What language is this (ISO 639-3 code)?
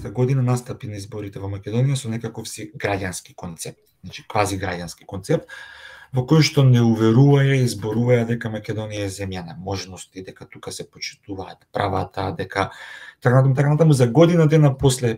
mkd